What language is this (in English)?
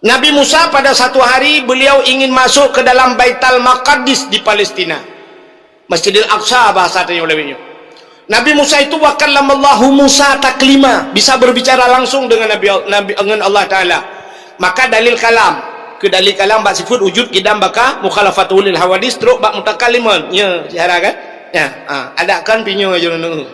Achinese